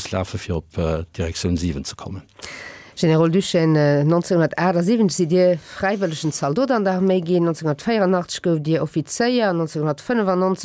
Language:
Luxembourgish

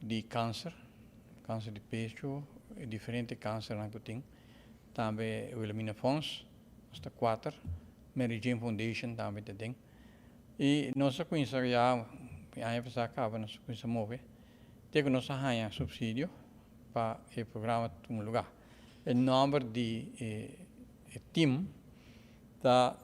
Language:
Papiamento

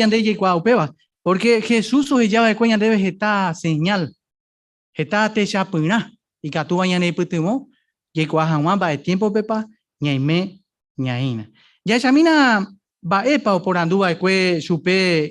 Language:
Guarani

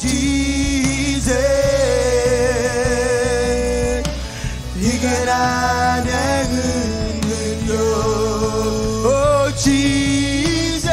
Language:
Marshallese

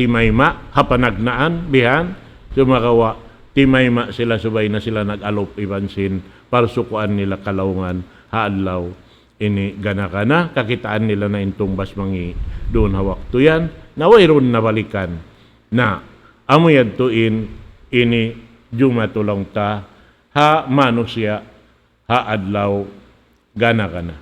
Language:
Tausug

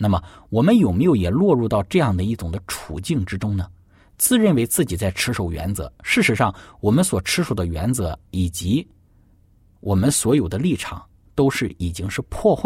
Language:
Chinese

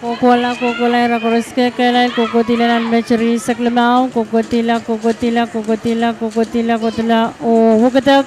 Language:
Pohnpeian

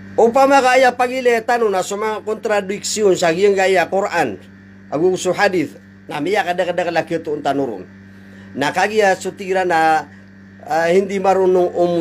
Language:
Maranao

